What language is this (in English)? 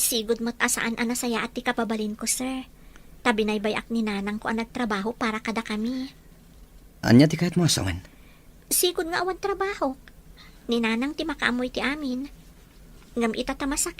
Iloko